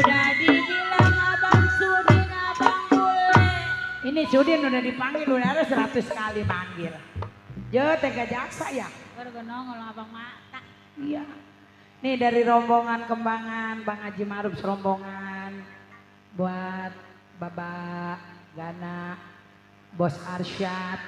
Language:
Betawi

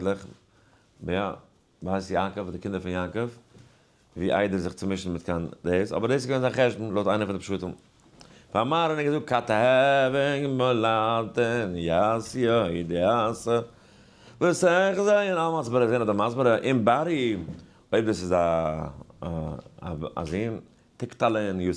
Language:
Yiddish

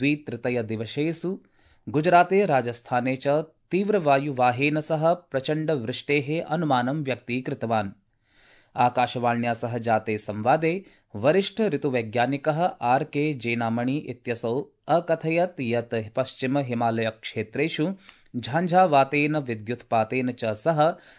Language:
Sanskrit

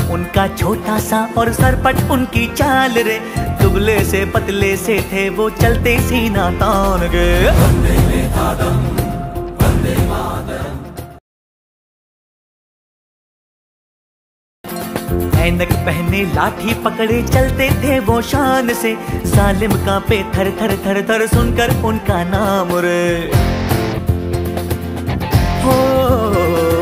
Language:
Kannada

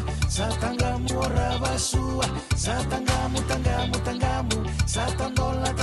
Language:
Fijian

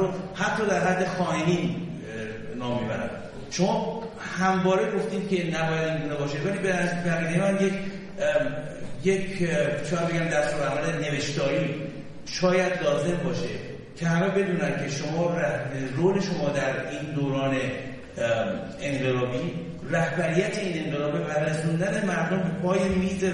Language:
Persian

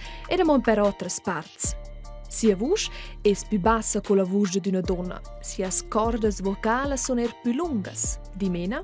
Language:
Romansh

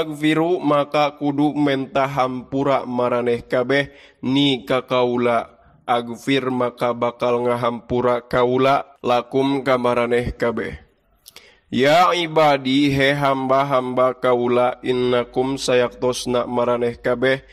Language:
Sundanese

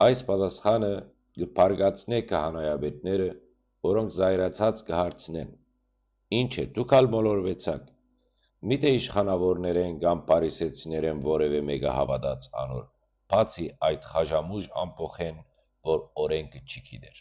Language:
Western Armenian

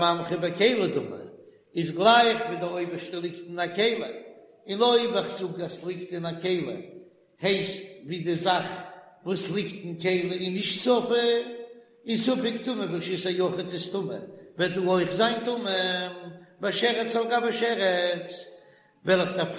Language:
Yiddish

